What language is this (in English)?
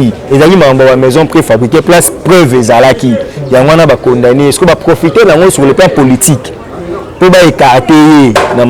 Lingala